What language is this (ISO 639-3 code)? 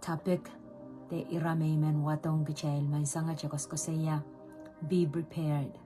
pon